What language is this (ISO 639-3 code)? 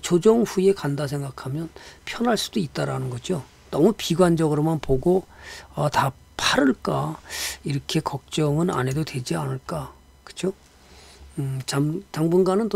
kor